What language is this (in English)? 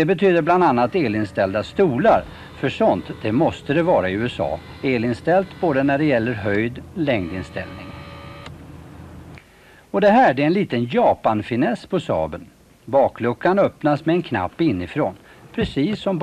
Swedish